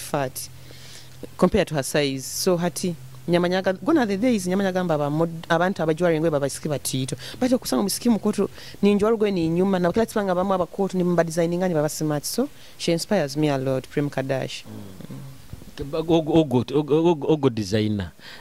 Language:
Nyoro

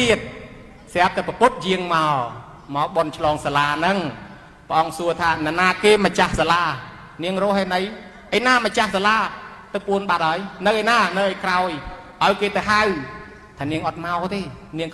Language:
Khmer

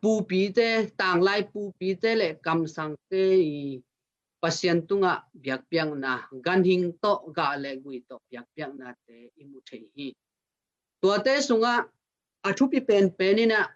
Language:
Tedim Chin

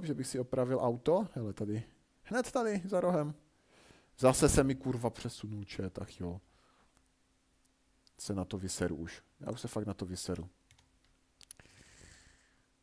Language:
Czech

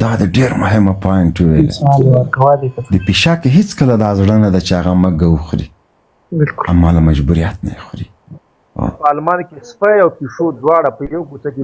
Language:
Pashto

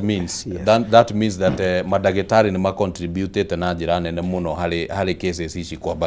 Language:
Kikuyu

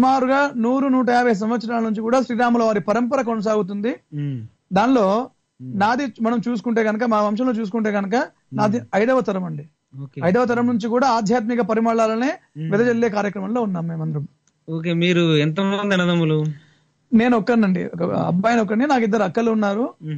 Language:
Telugu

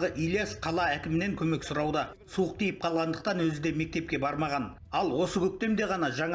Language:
Kazakh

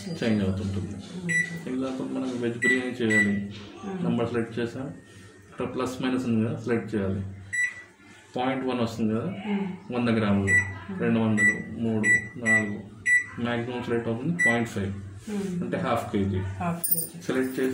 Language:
Telugu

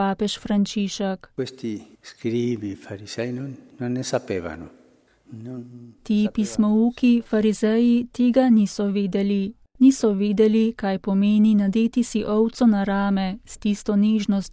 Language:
Slovenian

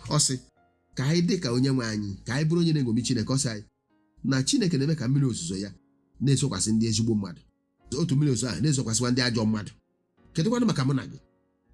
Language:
Igbo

